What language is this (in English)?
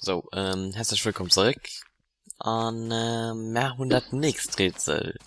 Luxembourgish